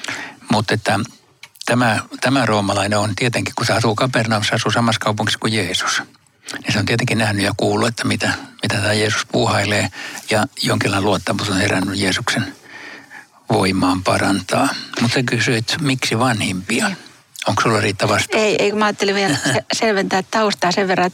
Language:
Finnish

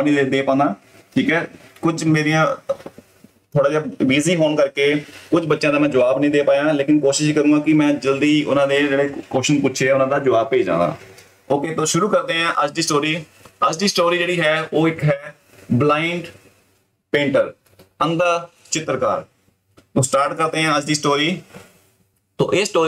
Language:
Punjabi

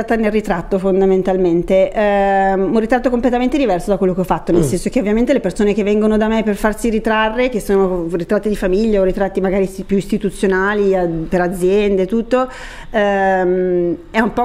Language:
Italian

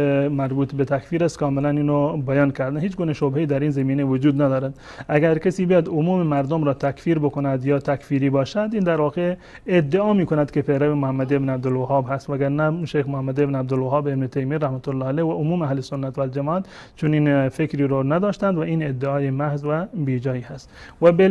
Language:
Persian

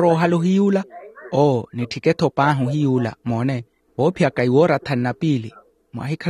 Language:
Makhuwa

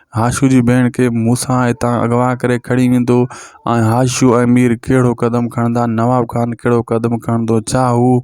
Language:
Sindhi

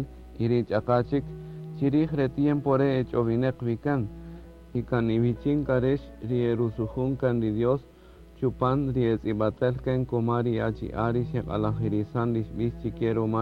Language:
Kaqchikel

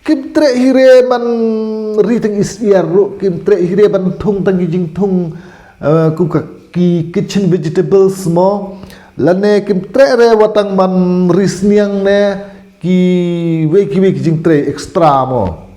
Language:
Khasi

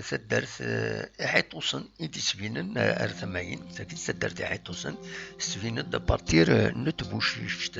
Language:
Kabyle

